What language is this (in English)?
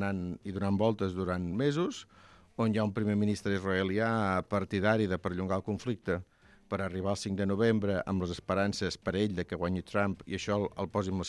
Catalan